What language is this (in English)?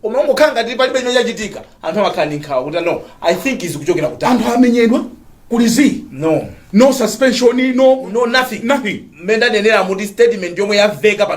Nyanja